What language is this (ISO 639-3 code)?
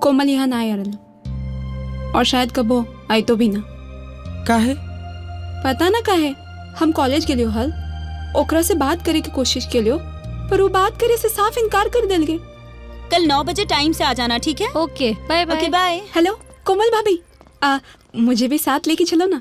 mag